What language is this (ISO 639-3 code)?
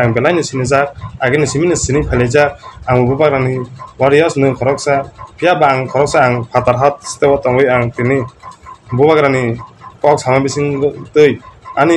trp